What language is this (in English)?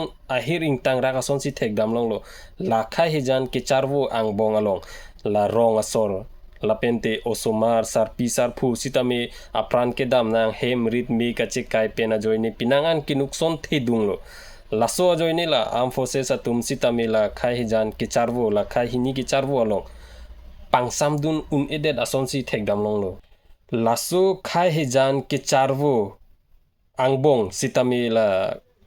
Karbi